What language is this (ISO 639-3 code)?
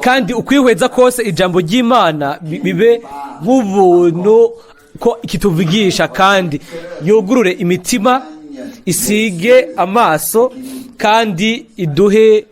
run